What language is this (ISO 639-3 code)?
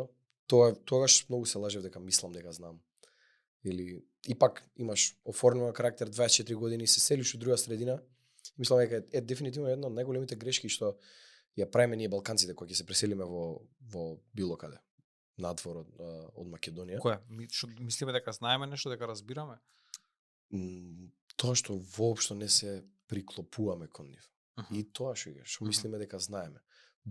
mkd